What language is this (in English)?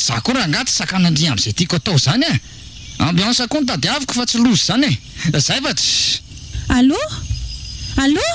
Malagasy